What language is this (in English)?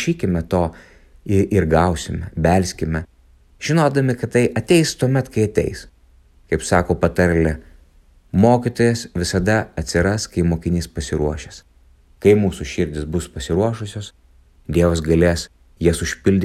Lithuanian